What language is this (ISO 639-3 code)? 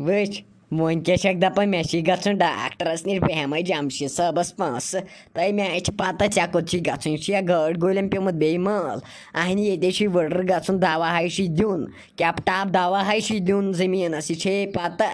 kas